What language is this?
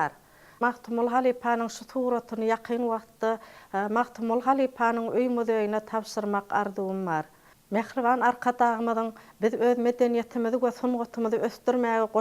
Turkmen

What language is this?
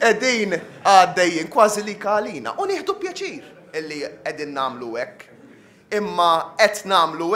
Maltese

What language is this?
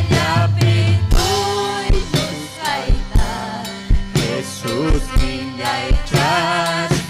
Ayacucho Quechua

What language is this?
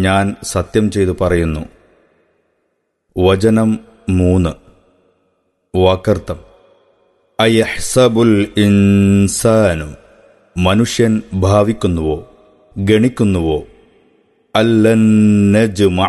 Malayalam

